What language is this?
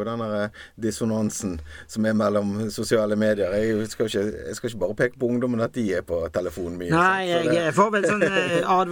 Norwegian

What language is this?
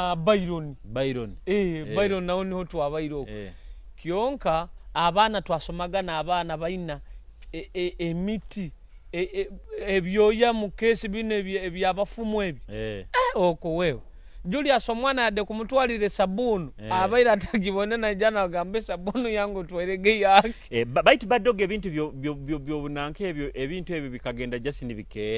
Nyoro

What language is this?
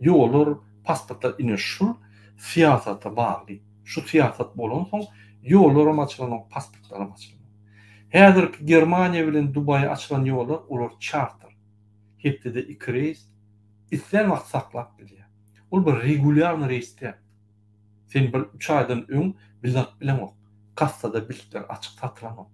Turkmen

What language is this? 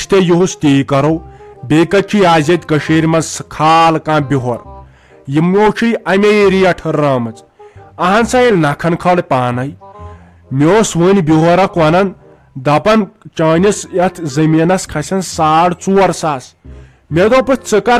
Kashmiri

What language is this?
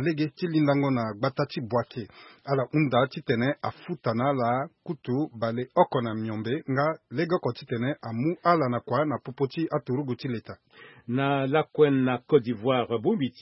Sango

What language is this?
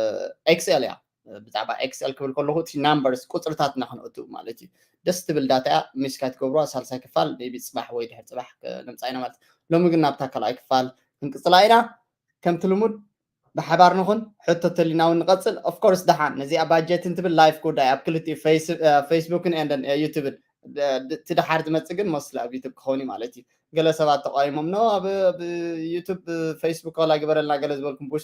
Tigrinya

